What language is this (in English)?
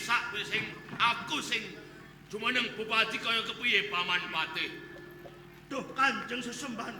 Javanese